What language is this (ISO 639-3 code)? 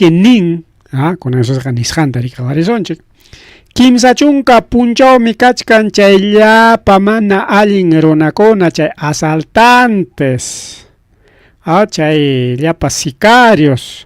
quy